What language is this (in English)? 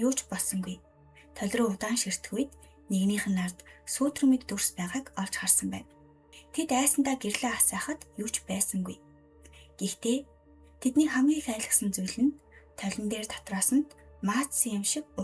Mongolian